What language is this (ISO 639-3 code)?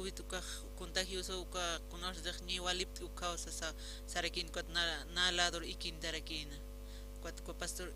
aym